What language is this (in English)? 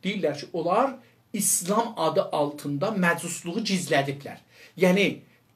South Azerbaijani